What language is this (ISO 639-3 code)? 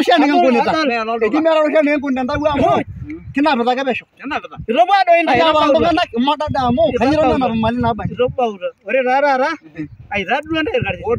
mas